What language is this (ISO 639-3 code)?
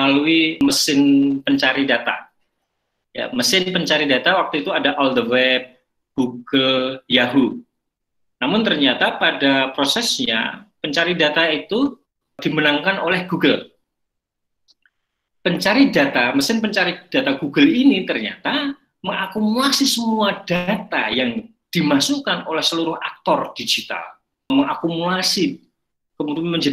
ind